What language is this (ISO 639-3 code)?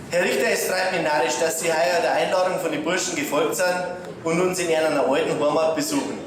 bar